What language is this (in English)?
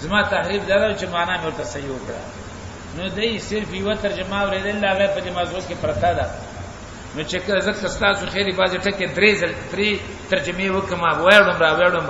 Pashto